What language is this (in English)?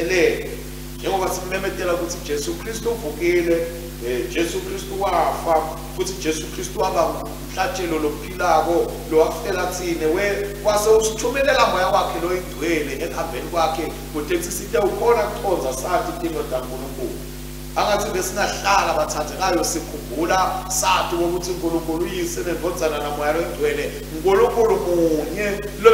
Swati